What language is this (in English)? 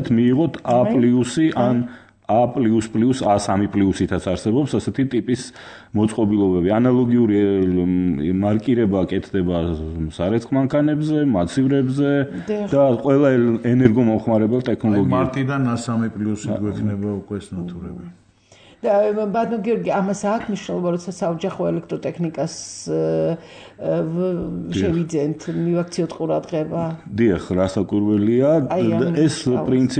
Georgian